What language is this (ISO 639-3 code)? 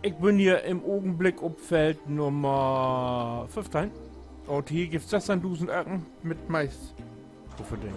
nds